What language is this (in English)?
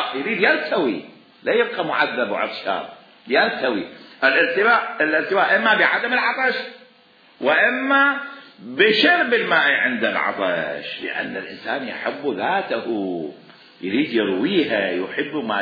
Mesopotamian Arabic